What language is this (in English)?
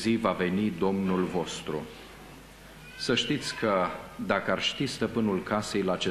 Romanian